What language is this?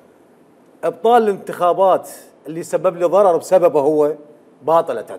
Mesopotamian Arabic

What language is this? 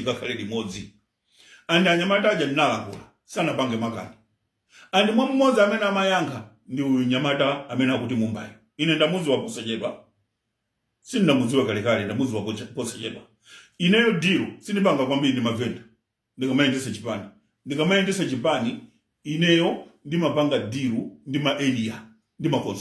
Nyanja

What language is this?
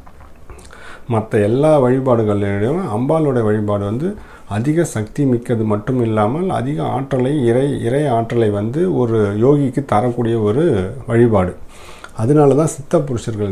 Tamil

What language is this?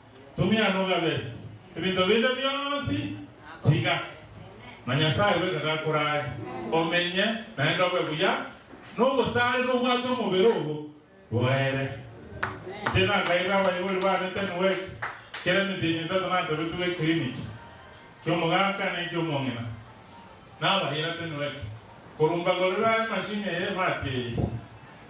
Gusii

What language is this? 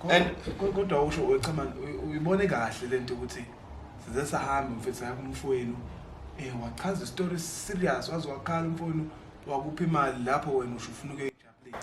Zulu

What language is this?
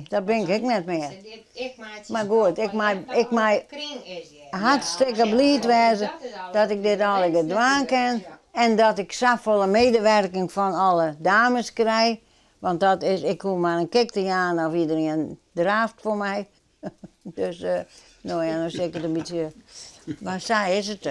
Western Frisian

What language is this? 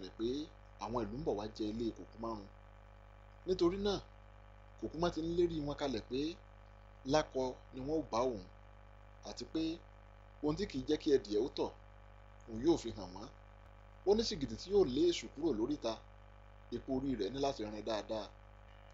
Yoruba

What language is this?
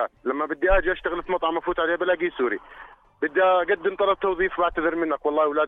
North Levantine Arabic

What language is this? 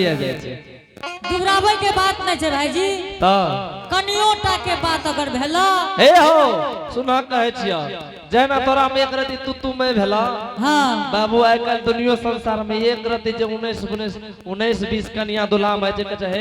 Angika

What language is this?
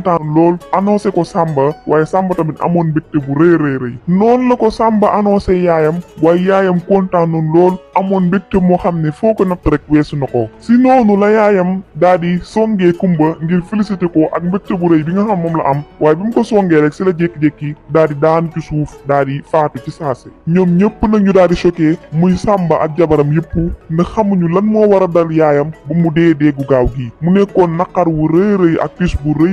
Wolof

